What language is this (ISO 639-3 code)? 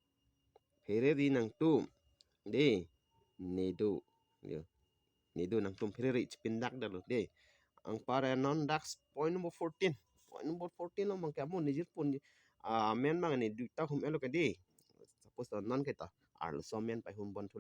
mjw